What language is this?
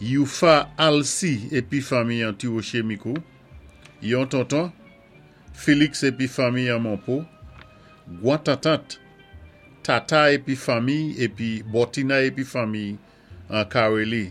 Saint Lucian Creole French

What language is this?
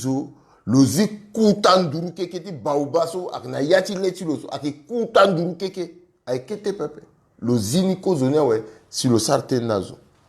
Sango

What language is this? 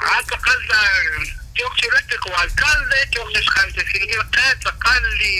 Kekchí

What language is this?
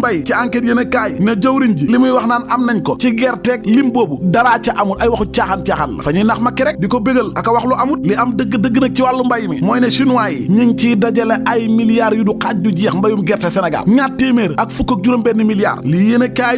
Wolof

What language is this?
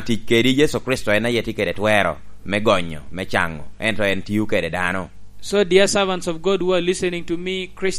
Lango (Uganda)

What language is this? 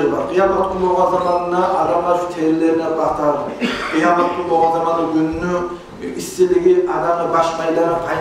Kumyk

